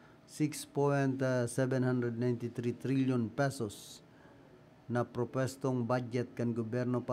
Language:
Bikol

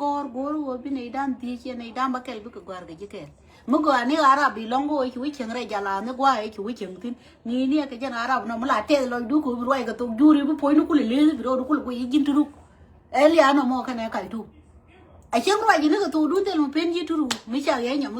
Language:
Nuer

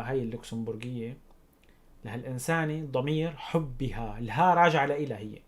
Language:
North Levantine Arabic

